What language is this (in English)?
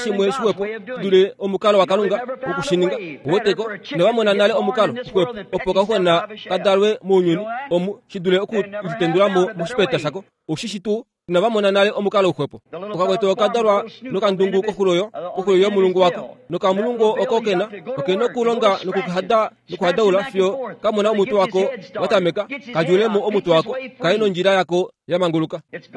Kuanyama